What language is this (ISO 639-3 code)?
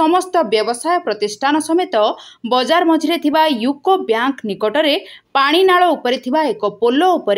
ori